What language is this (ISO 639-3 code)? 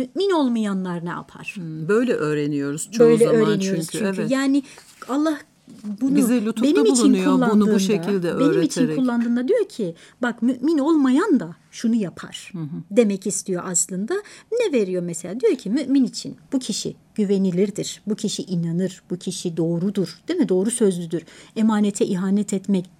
tur